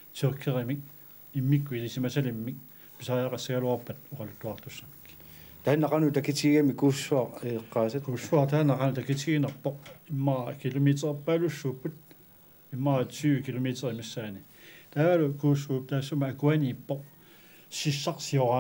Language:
Kalaallisut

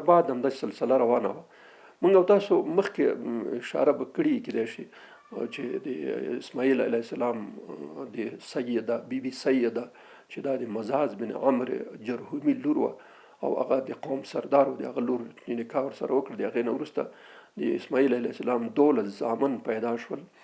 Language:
Pashto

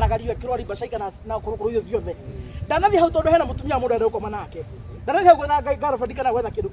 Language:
Kikuyu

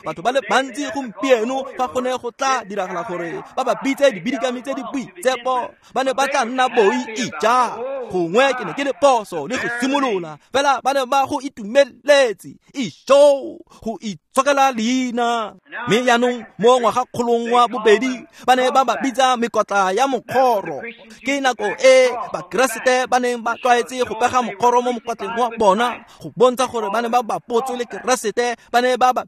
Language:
Tswana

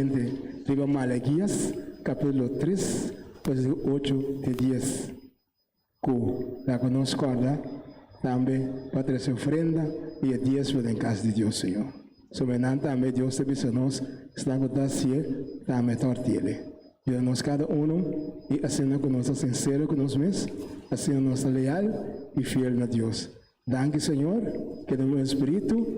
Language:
Papiamento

